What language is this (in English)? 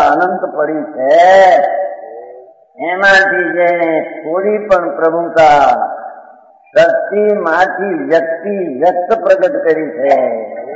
Gujarati